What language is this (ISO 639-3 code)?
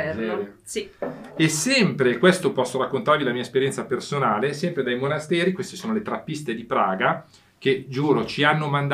ita